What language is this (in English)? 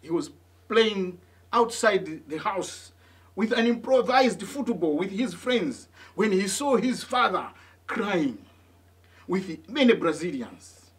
English